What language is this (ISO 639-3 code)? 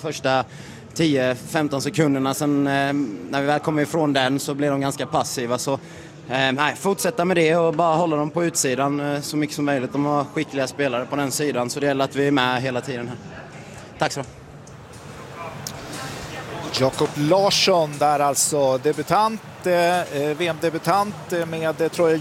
swe